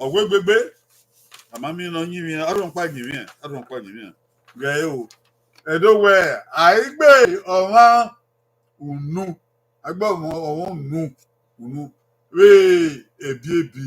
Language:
Bini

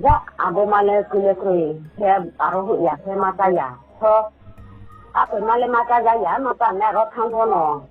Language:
Riang (India)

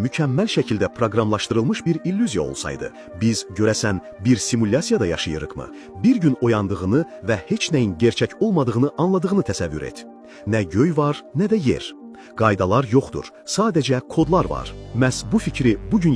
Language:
Azerbaijani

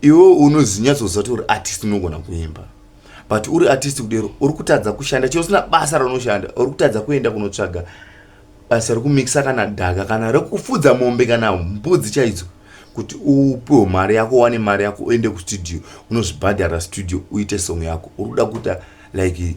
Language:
Shona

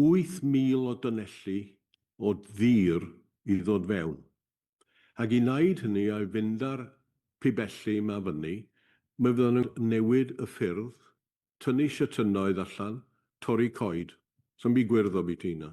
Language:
Welsh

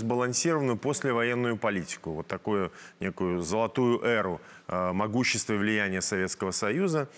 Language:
Russian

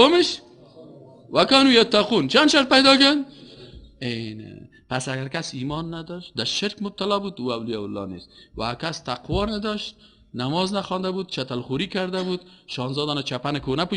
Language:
Persian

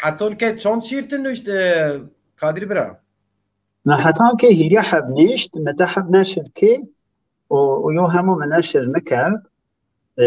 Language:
Zaza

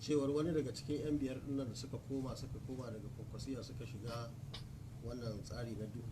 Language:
Hausa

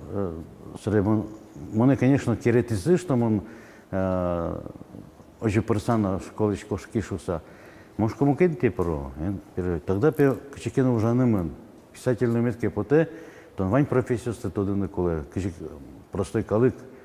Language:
Udmurt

